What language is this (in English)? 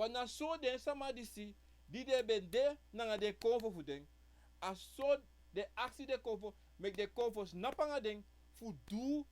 Sranan Tongo